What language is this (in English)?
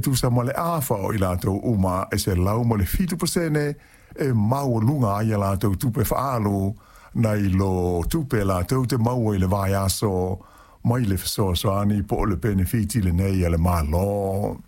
Samoan